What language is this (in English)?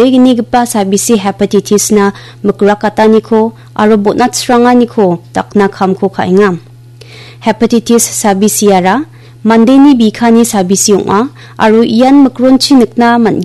Garo